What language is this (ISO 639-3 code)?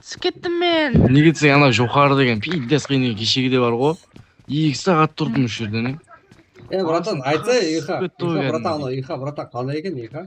kaa